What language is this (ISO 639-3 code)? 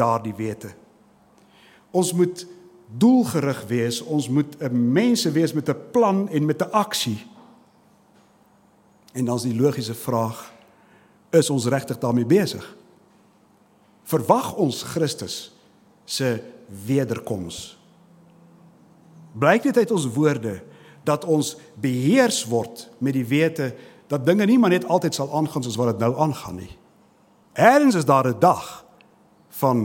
afr